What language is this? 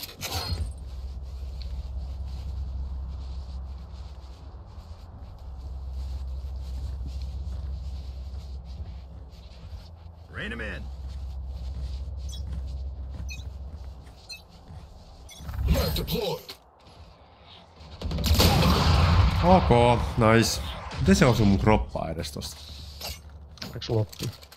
Finnish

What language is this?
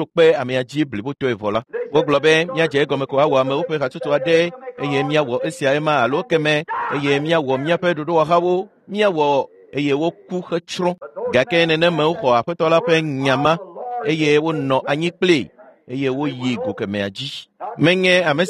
Ewe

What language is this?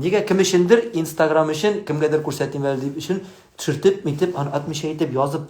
Tatar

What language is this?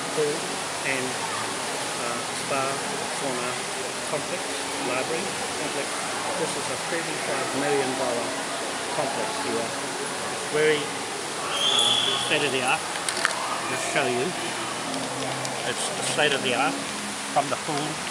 English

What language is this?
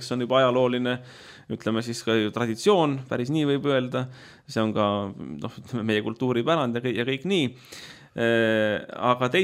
Estonian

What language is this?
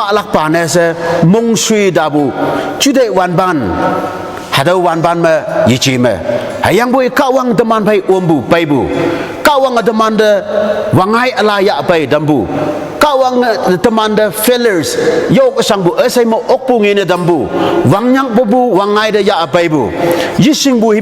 Konyak Naga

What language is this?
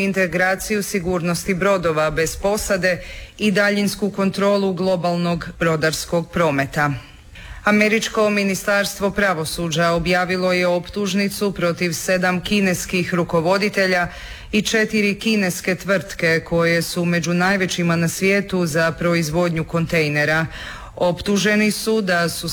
Croatian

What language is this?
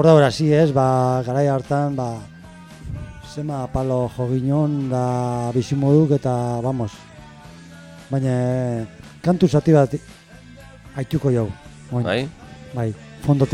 Basque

